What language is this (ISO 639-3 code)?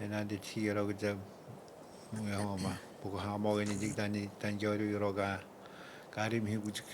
atj